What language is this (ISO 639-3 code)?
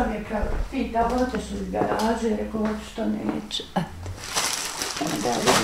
bos